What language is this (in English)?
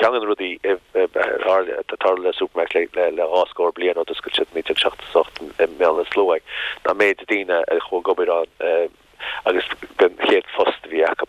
Irish